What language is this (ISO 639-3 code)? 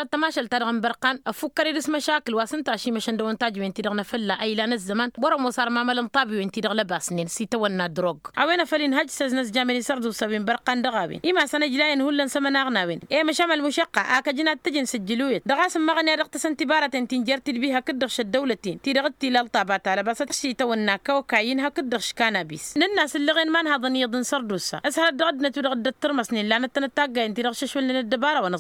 taq